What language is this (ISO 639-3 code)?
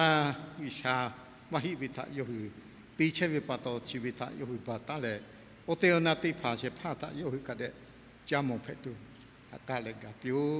lhu